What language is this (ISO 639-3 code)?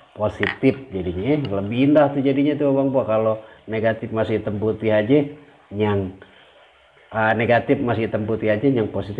bew